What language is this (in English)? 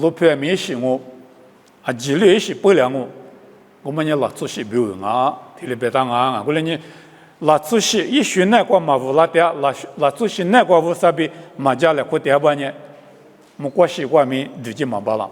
Lisu